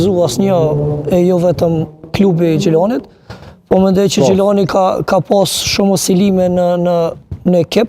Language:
Albanian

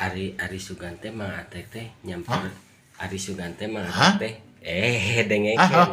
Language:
Sundanese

